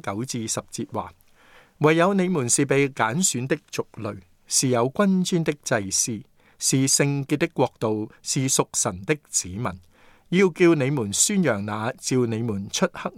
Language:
Cantonese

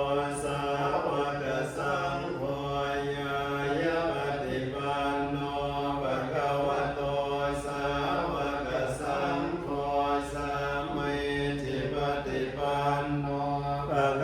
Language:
Pali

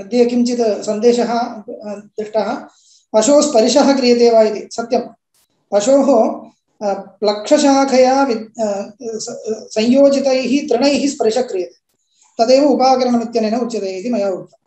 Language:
Sanskrit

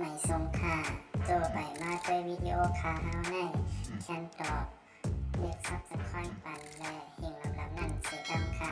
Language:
Shan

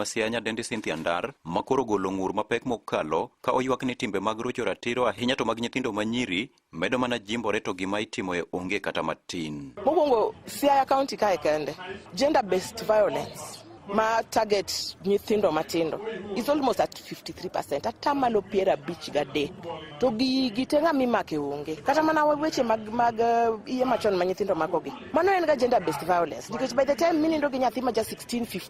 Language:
Luo (Kenya and Tanzania)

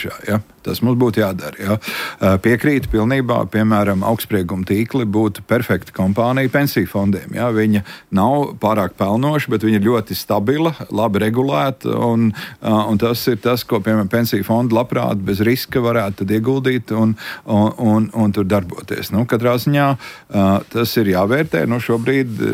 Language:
Latvian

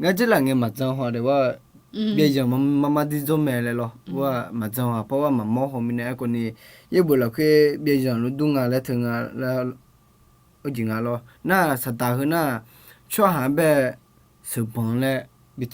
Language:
Akha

